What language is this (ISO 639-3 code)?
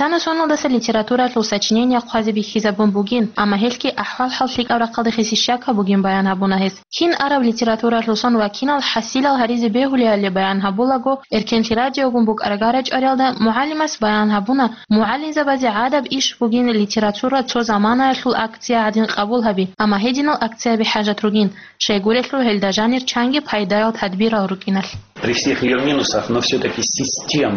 ava